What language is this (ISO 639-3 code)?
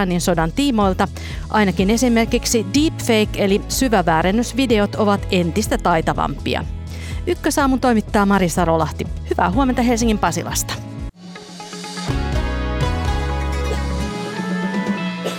fin